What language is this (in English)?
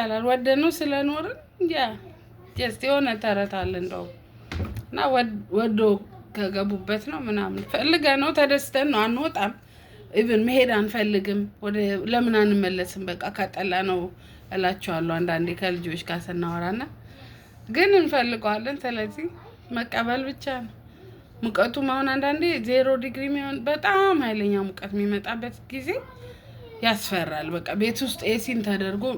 Amharic